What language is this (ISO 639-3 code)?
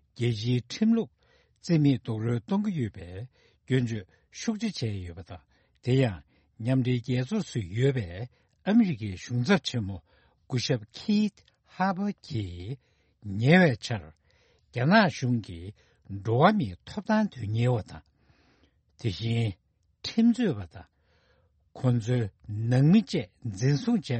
bod